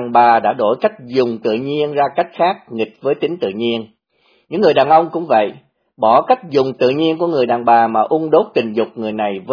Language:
Vietnamese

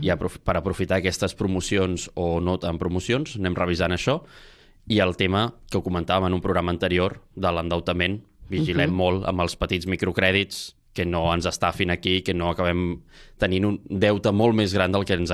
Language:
Catalan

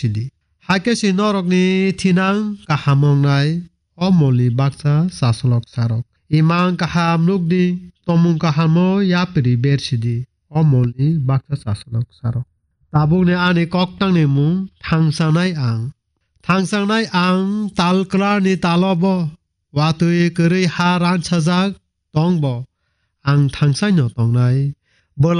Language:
Kok Borok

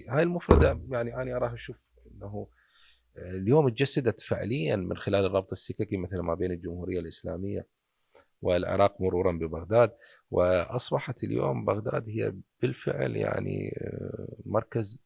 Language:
Mesopotamian Arabic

